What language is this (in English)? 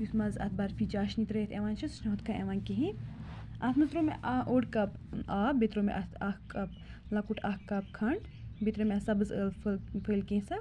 Kashmiri